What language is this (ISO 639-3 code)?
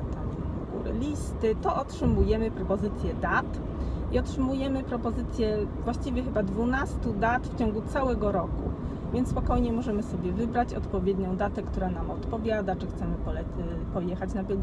pol